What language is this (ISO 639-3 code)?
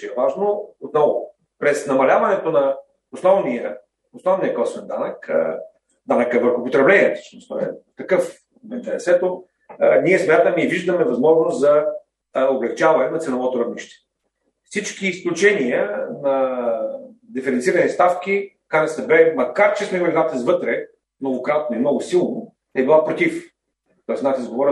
bul